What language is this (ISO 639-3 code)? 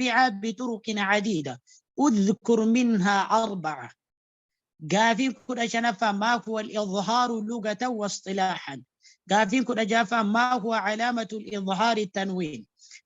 orm